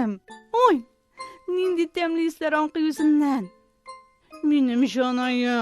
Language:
Tatar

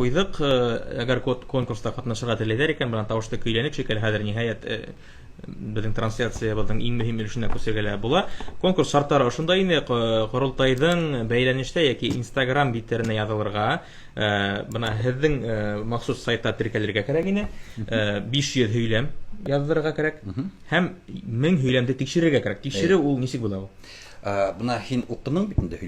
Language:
Bashkir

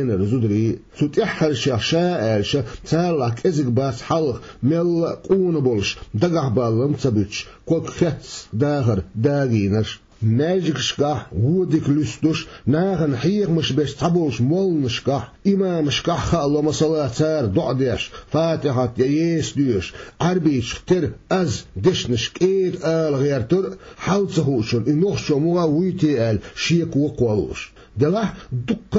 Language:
Chechen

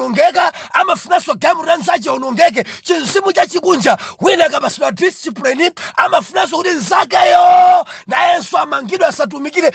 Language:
Nyanja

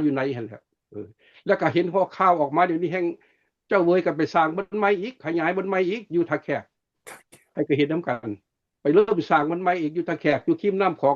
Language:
Lao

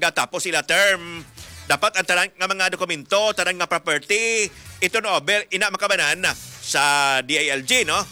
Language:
Hiligaynon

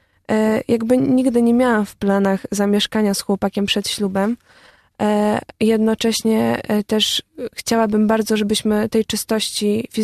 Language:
Polish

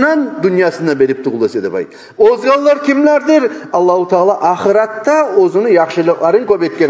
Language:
Kumyk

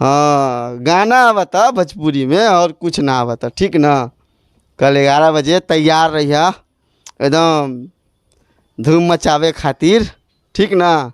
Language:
Bhojpuri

